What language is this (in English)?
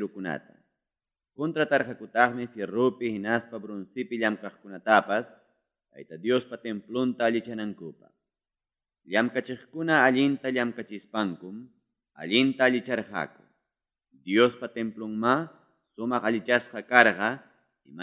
Ayacucho Quechua